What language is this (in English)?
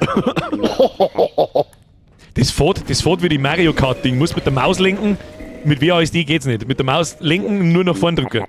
Bavarian